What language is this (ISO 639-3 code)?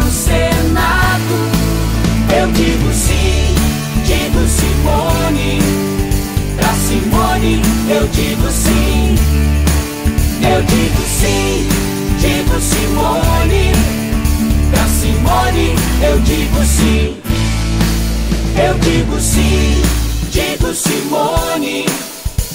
por